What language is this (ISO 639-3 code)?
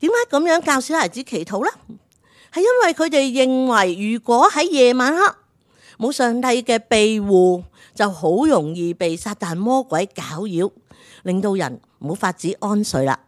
yue